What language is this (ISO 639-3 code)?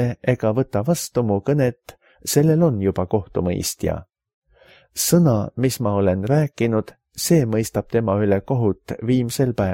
est